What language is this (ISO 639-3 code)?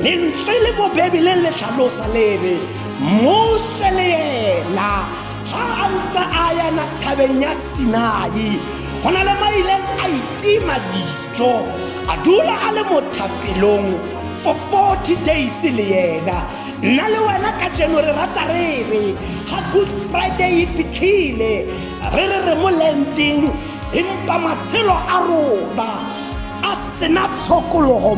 tsn